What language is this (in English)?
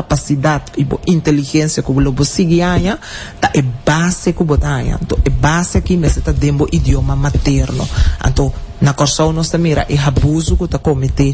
Papiamento